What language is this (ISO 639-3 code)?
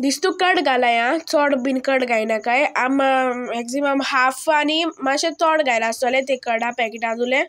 kok